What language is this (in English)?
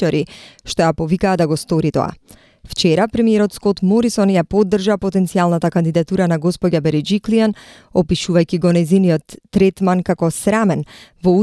Macedonian